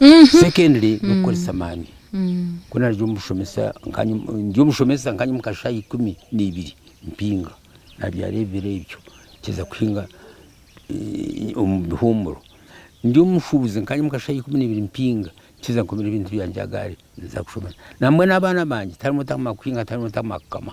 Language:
Nyankole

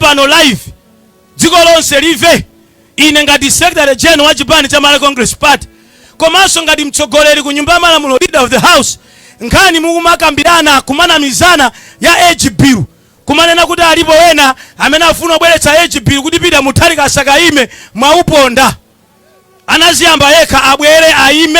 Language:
Nyanja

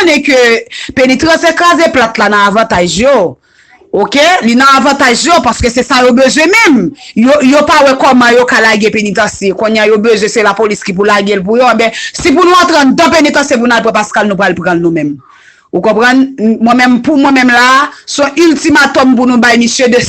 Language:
Haitian Creole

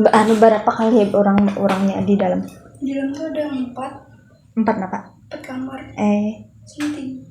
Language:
Banjar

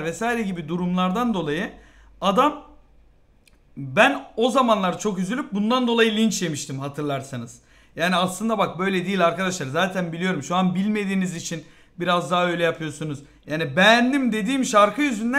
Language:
Turkish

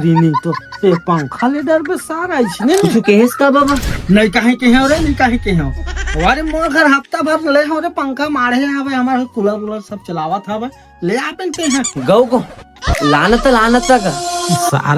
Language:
Chhattisgarhi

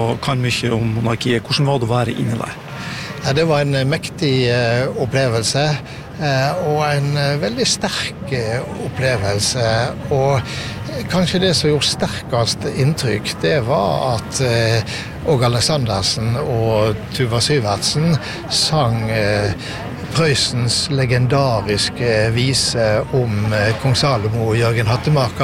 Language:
Norwegian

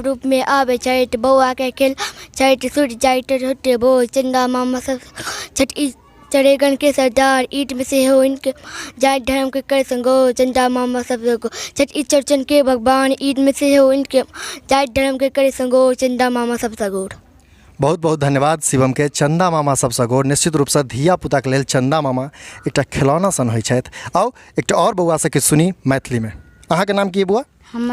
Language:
Maithili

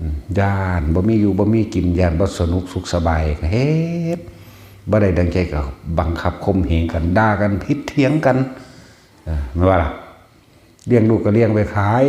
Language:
Northeastern Thai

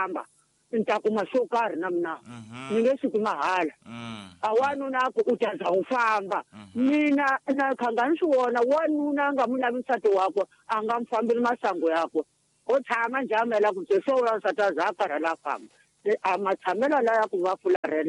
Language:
Tsonga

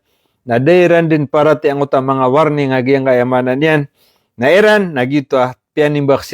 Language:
Maranao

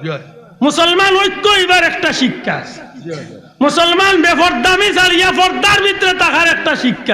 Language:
Sylheti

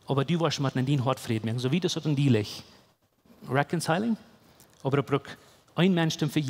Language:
Plautdietsch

